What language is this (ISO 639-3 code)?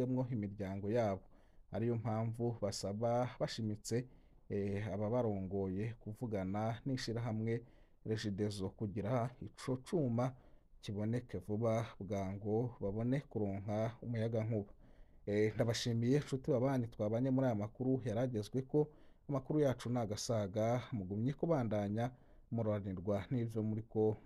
run